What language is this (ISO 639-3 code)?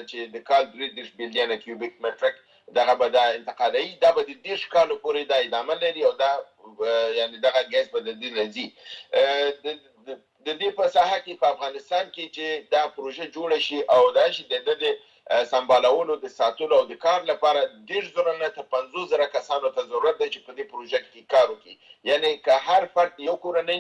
pus